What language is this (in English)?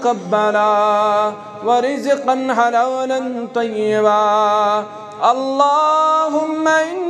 Kashmiri